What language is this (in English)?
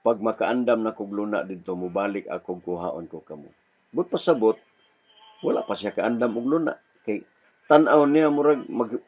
Cebuano